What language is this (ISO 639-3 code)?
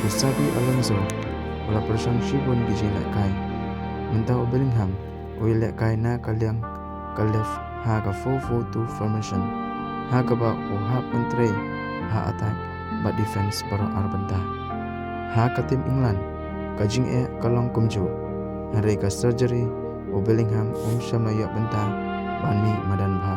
kha